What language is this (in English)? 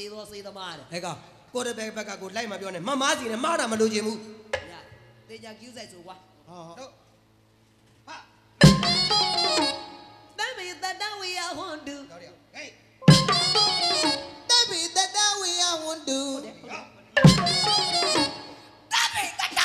Burmese